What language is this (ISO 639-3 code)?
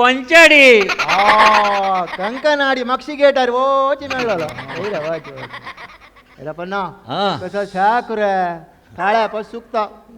kok